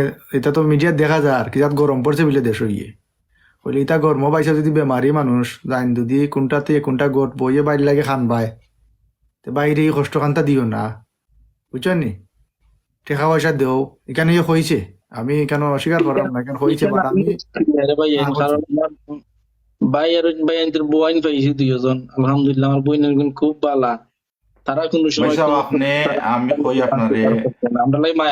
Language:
Sylheti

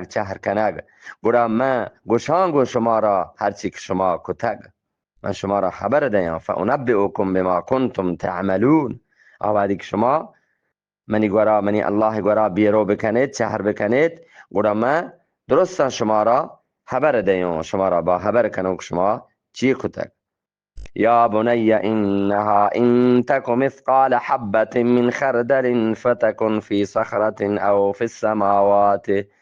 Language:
Eastern Balochi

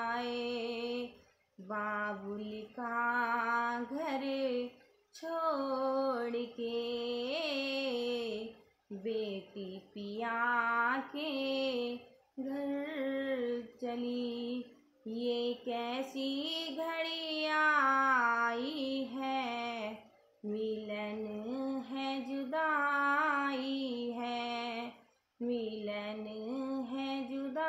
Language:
Hindi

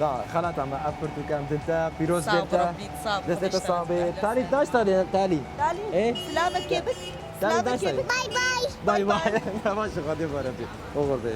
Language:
Kurdish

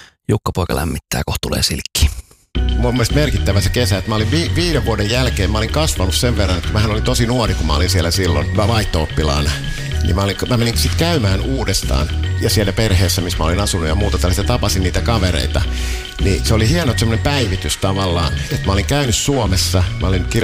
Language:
Finnish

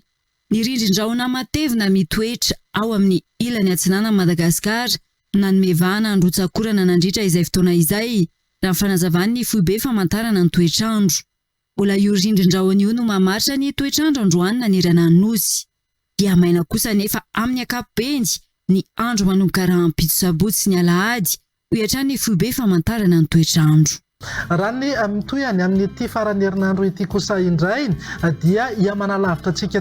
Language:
Malagasy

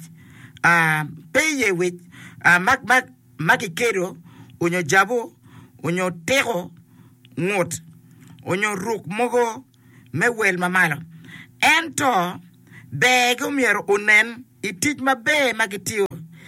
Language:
Acoli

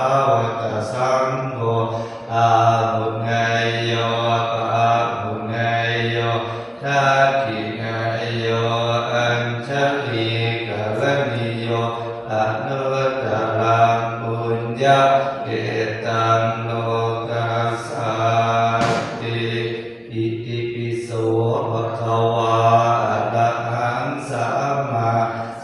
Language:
Pali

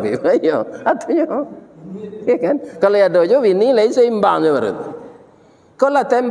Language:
Minangkabau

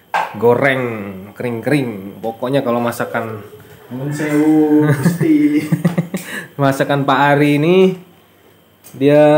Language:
Indonesian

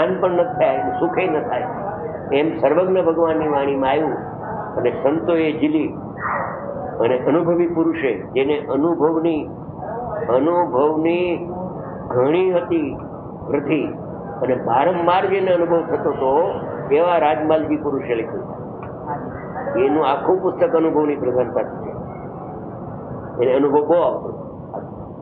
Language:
Gujarati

